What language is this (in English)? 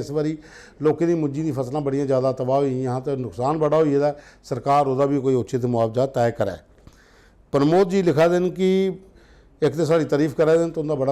Dogri